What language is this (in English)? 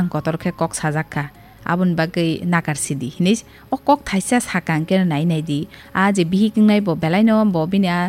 Kok Borok